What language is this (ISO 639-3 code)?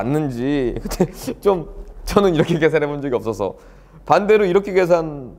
kor